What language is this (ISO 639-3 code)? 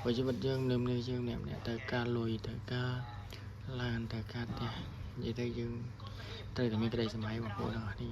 khm